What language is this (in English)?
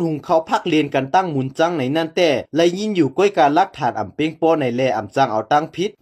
Shan